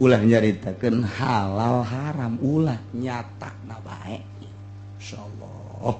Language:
Sundanese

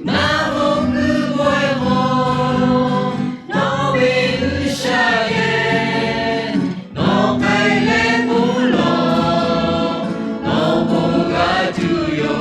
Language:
Lahu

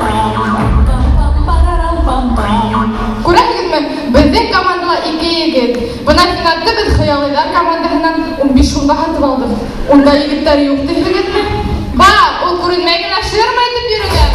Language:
Bashkir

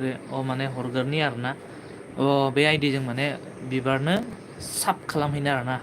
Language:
Bodo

